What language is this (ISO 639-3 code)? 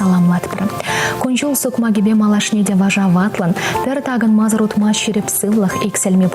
chv